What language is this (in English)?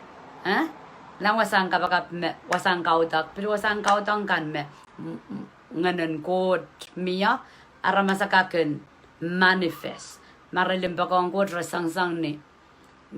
Pohnpeian